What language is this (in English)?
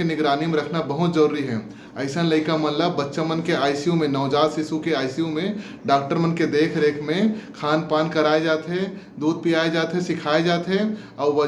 Chhattisgarhi